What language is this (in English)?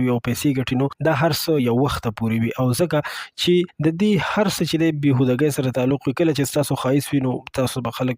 Pashto